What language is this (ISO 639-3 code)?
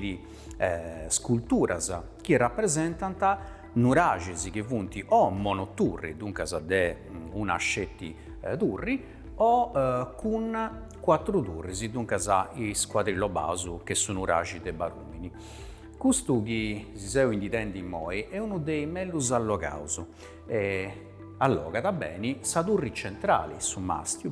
srd